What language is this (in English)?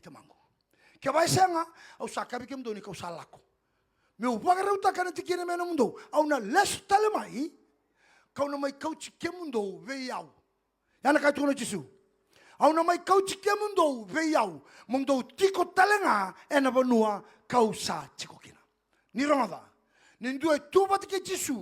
Fijian